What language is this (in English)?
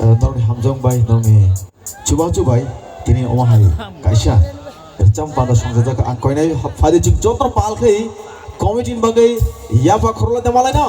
Kok Borok